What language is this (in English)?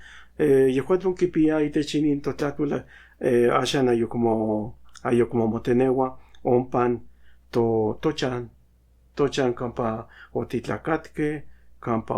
Central Nahuatl